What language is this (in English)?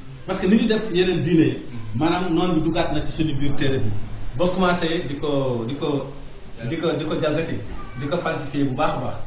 Wolof